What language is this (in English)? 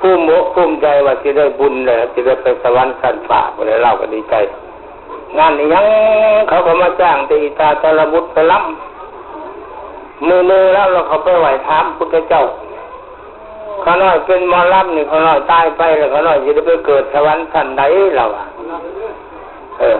Lao